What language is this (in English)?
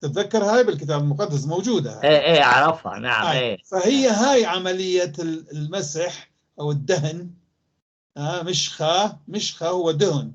North Levantine Arabic